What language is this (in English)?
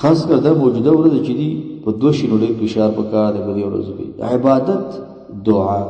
Pashto